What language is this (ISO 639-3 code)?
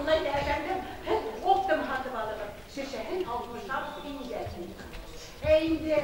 bak